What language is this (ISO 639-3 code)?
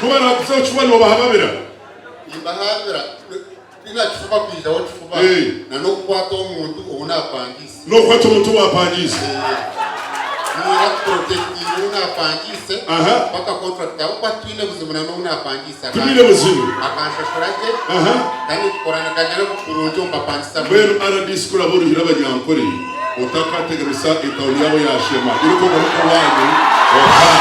nyn